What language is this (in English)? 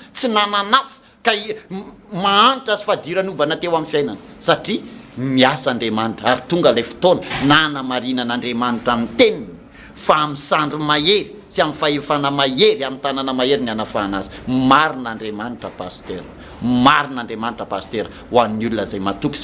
Malagasy